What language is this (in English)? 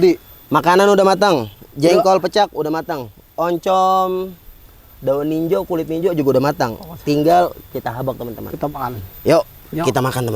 Betawi